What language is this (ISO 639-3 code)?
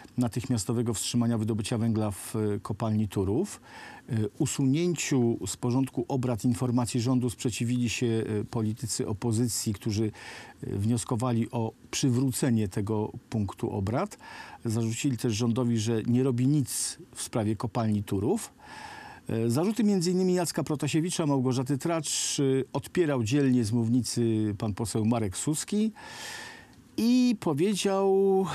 pol